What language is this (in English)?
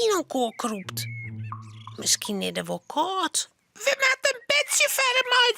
Western Frisian